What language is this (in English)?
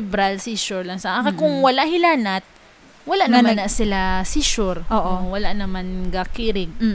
Hiligaynon